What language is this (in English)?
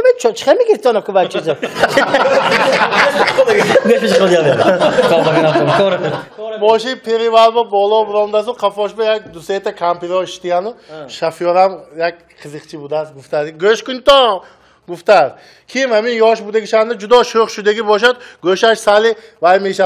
Tajik